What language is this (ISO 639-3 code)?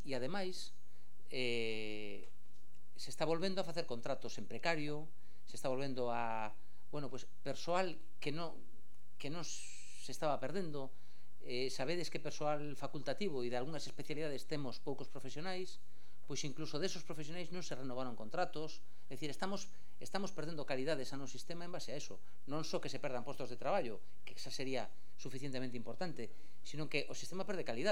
glg